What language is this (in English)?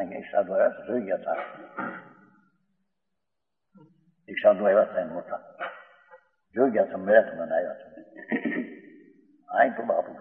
Gujarati